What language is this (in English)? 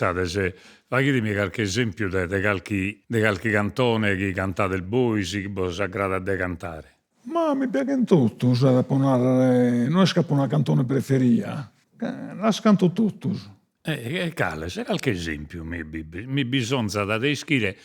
Sardinian